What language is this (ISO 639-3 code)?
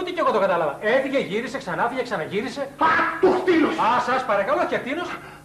ell